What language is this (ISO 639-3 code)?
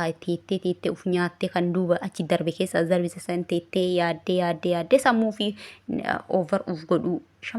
orm